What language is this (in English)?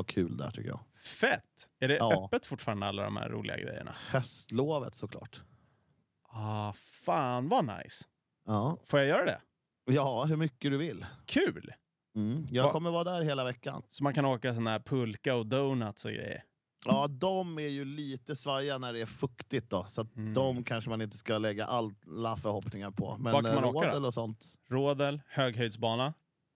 Swedish